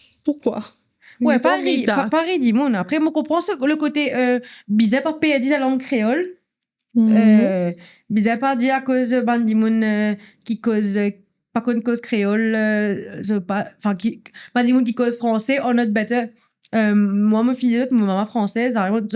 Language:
Morisyen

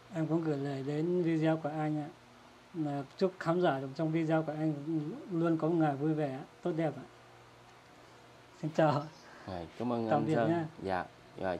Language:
Vietnamese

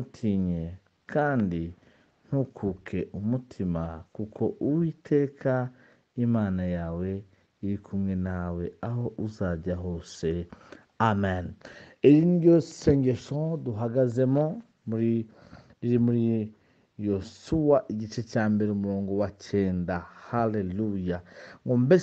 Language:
Kinyarwanda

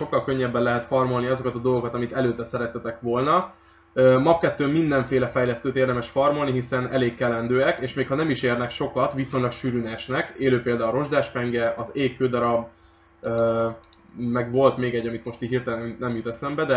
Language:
Hungarian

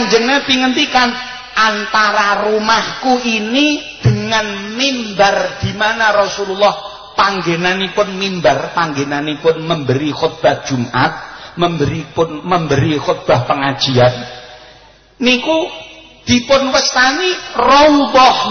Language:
Javanese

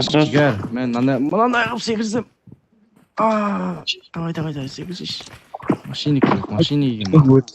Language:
Kara-Kalpak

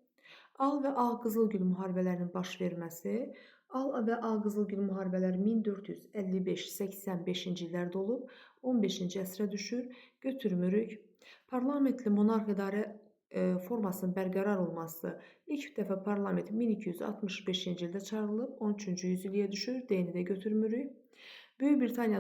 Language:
Azerbaijani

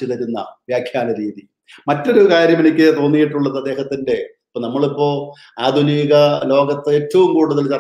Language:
Malayalam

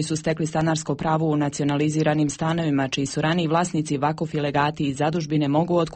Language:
Croatian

